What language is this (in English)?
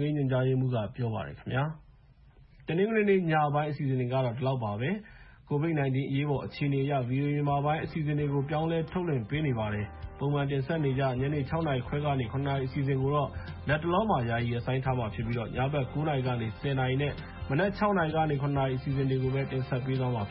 Burmese